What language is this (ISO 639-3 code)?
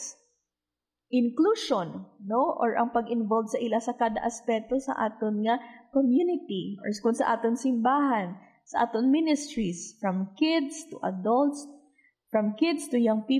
hil